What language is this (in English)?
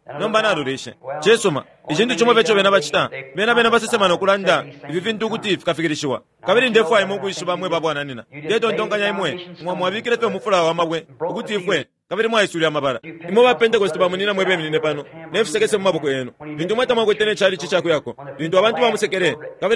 Bemba